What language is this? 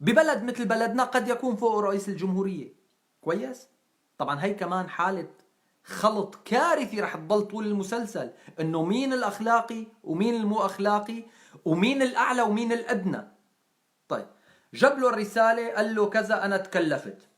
North Levantine Arabic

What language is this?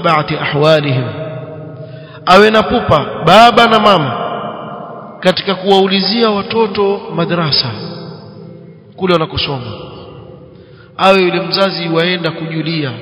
Swahili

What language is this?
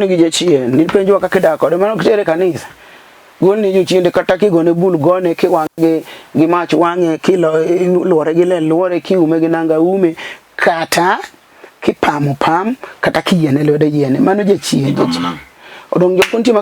Luo (Kenya and Tanzania)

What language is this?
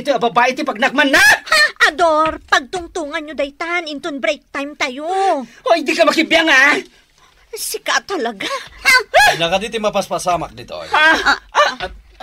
Iloko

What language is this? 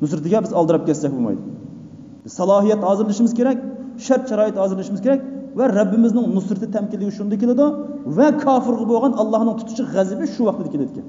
Uyghur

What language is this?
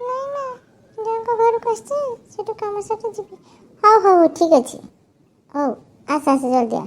Odia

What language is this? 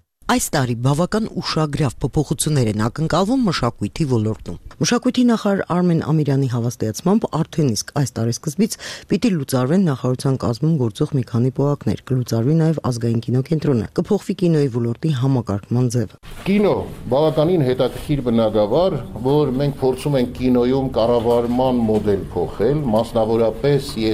Armenian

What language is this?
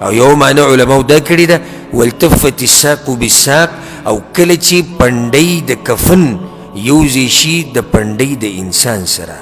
Pashto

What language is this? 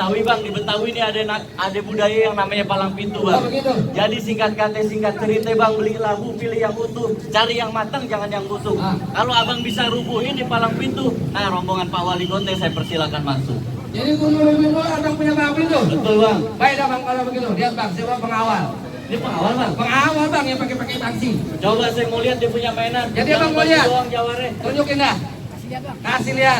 Betawi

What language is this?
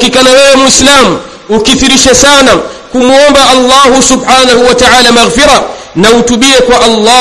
Swahili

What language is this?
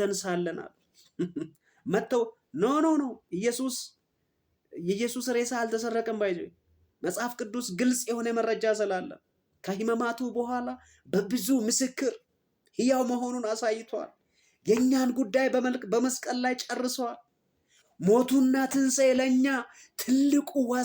Amharic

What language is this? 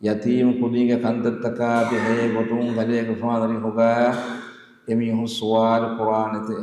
Divehi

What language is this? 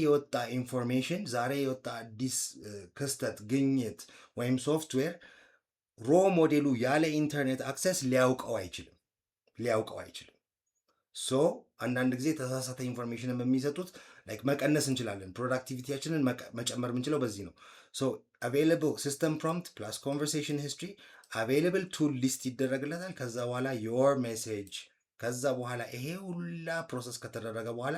Amharic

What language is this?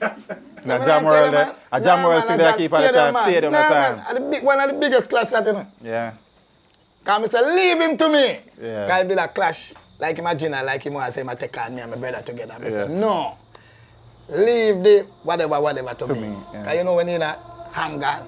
Jamaican Creole English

